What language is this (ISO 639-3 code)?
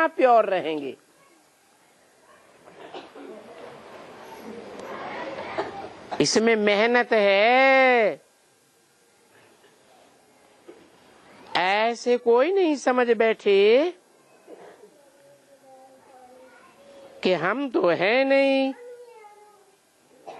hin